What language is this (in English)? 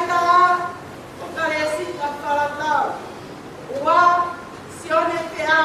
Tongan